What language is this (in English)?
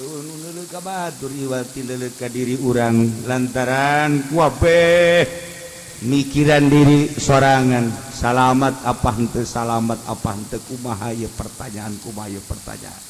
Sundanese